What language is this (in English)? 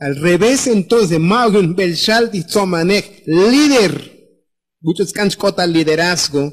Tzotzil